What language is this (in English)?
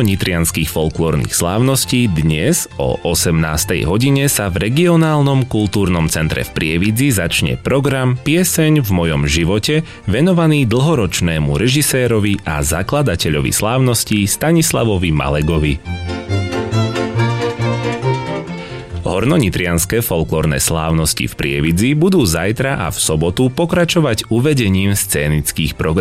Slovak